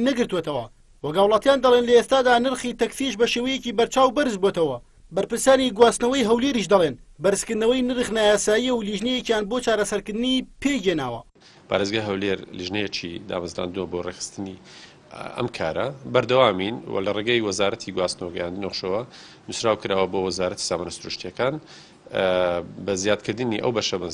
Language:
Central Kurdish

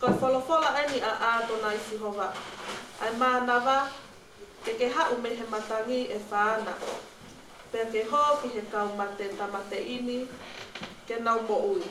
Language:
Tongan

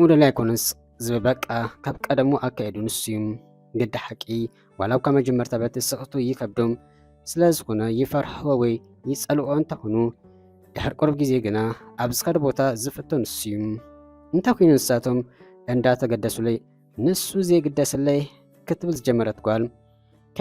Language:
Tigrinya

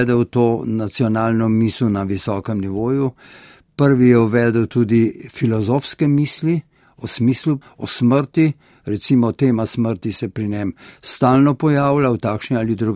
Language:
Slovenian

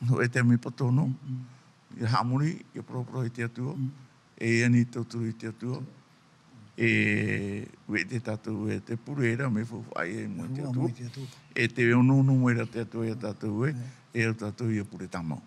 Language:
Tahitian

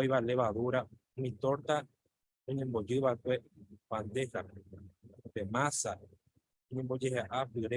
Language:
Guarani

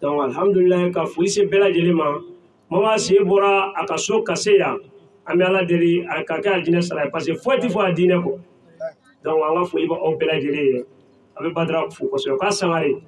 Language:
Bambara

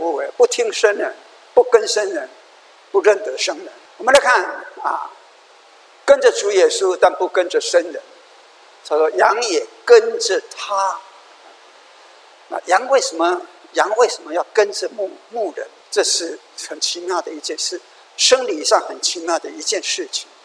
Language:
Chinese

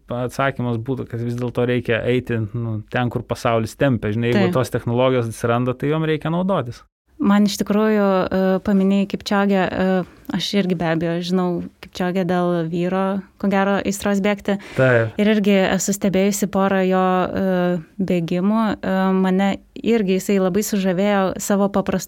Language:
Lithuanian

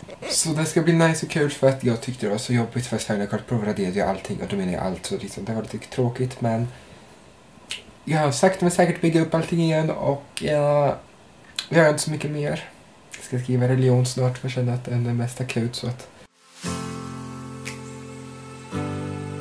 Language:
Swedish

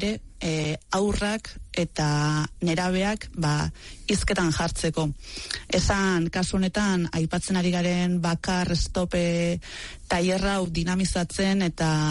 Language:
Basque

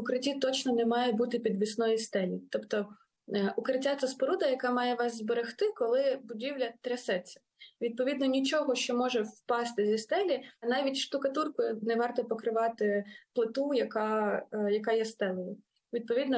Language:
Ukrainian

